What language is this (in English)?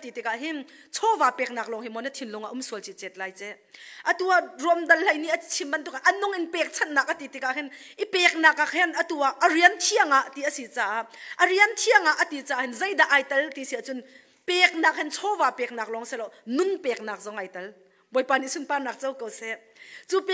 Hakha Chin